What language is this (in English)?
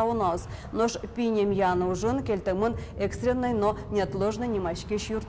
Udmurt